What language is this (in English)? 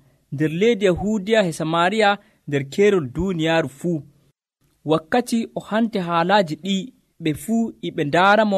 Nigerian Fulfulde